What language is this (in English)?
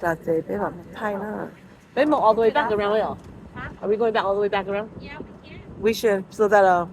Hmong